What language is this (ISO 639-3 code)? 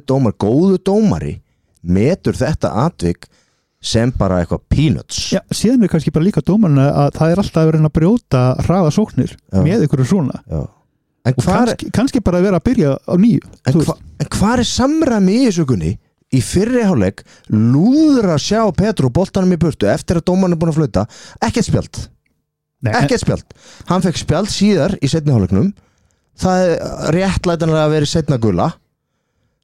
isl